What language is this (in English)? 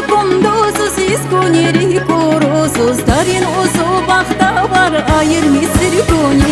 Tabassaran